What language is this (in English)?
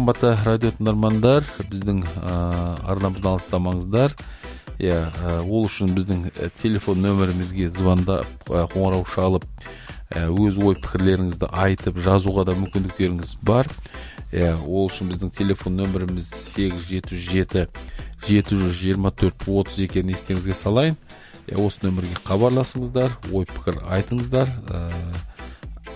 Kazakh